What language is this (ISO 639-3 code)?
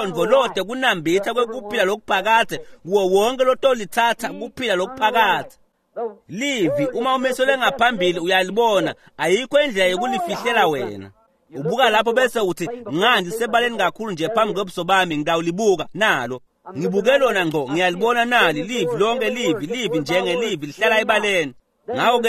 ssw